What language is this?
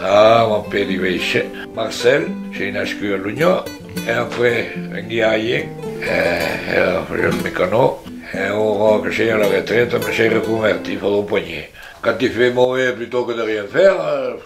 Occitan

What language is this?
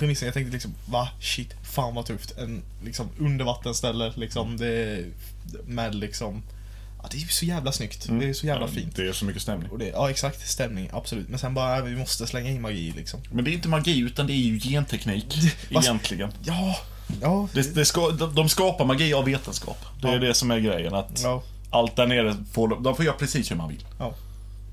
Swedish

